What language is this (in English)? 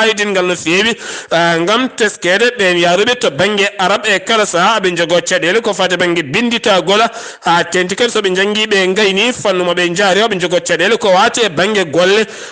Fula